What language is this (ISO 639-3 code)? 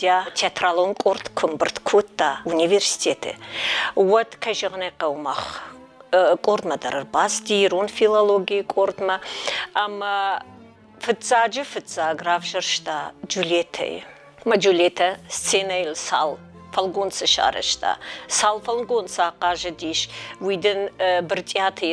oss